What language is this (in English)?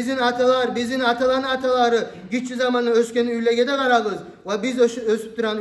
Kumyk